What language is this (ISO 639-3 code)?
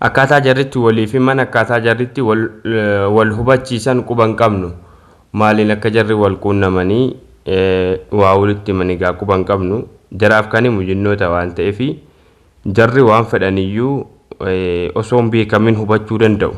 orm